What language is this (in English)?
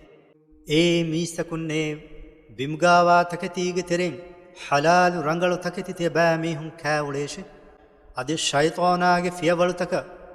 Divehi